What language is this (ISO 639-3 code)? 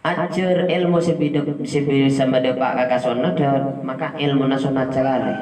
mad